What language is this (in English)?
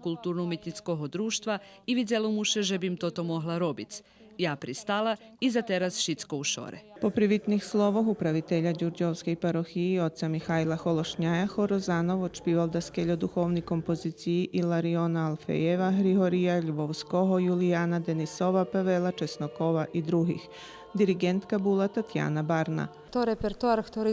Rusyn